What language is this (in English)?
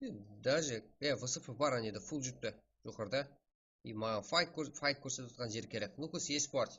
Kara-Kalpak